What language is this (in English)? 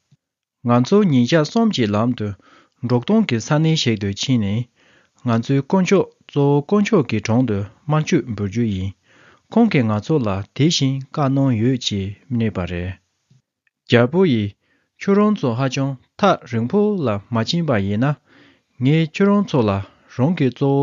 Tibetan